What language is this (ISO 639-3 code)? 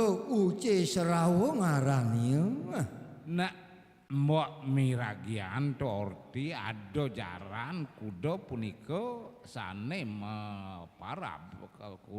ban